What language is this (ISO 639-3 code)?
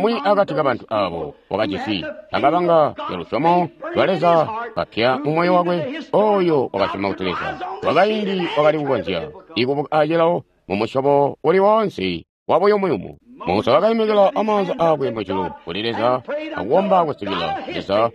toi